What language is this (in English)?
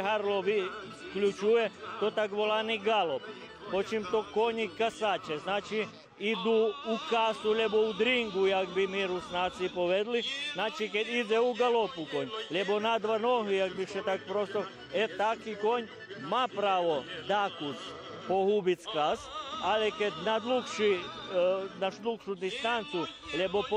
Rusyn